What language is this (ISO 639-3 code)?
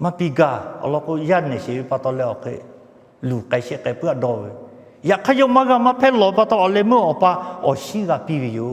lhu